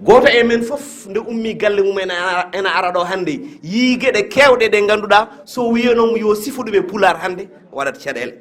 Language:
Fula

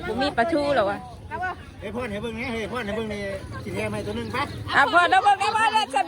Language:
Northeastern Thai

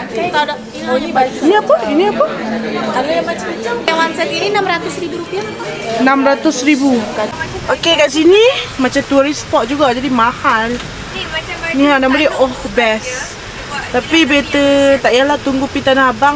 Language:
Malay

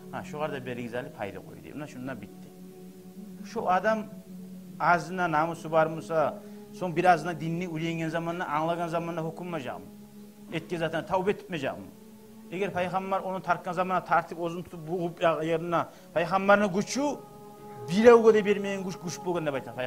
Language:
Kumyk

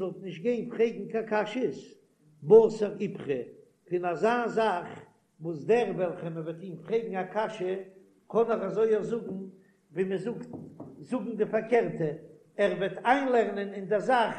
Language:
Yiddish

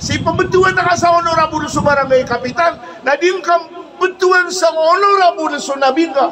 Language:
Maranao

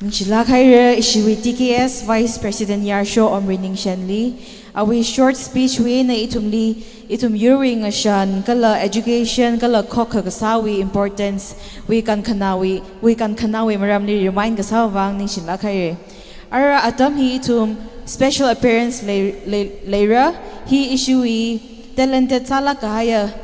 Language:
Tangkhul Naga (India)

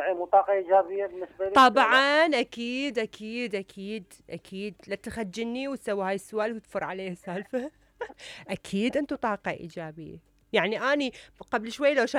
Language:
Mesopotamian Arabic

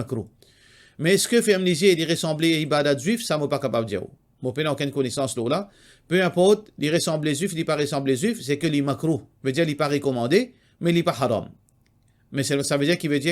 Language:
Morisyen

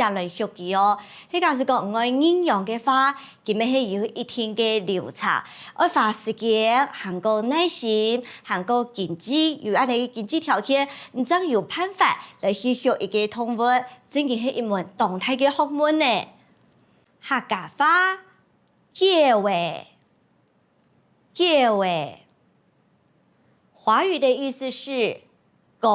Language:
Hakka Chinese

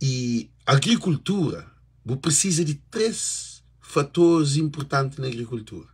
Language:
Kabuverdianu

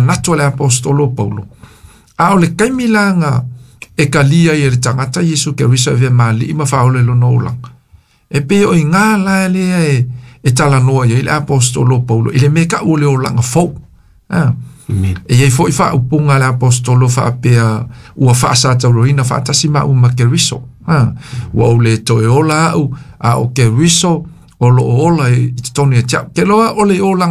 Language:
Samoan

